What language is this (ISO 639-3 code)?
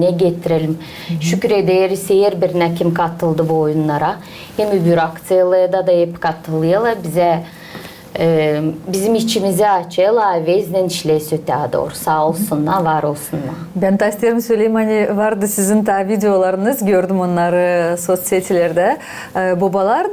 gag